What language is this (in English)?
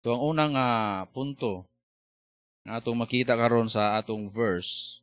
Cebuano